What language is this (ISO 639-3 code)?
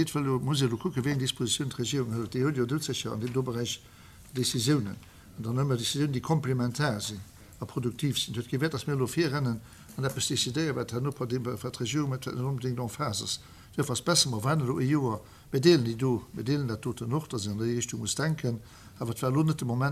ltz